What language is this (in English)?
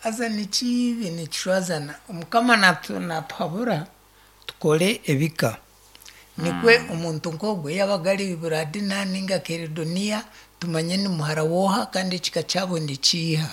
Nyankole